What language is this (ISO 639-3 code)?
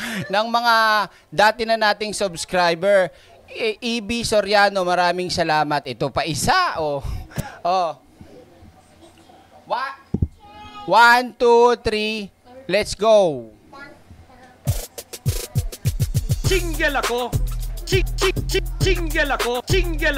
fil